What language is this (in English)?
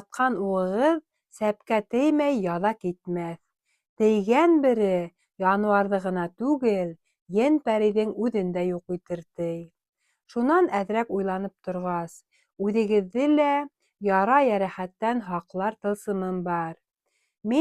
Bashkir